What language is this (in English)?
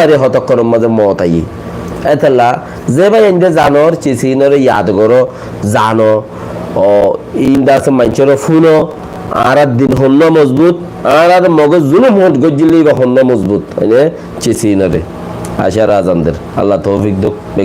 Rohingya